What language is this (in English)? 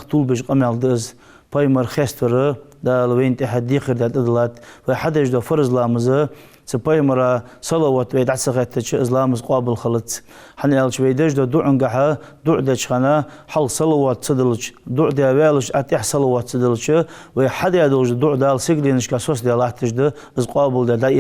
Ingush